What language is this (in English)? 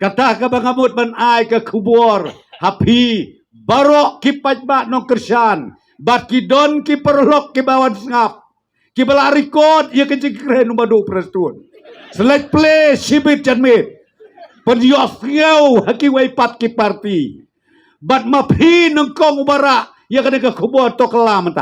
Khasi